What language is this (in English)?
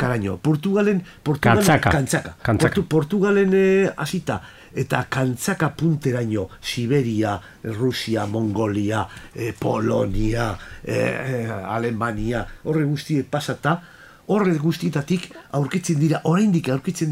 Basque